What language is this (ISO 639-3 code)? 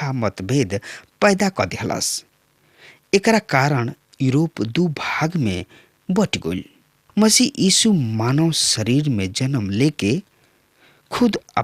bho